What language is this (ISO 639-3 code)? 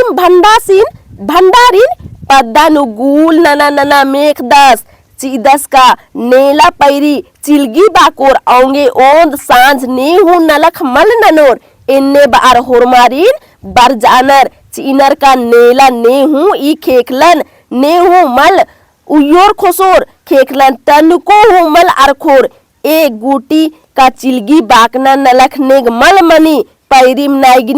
kru